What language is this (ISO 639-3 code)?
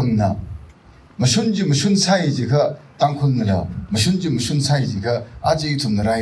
nmf